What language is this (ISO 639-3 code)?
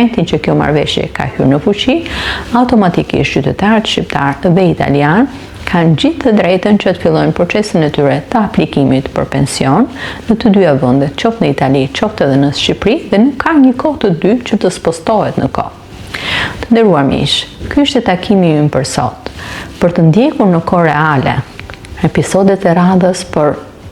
sqi